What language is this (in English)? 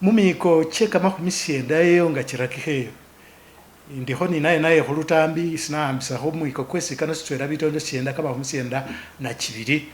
Masaaba